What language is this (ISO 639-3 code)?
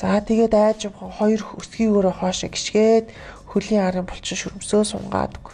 mon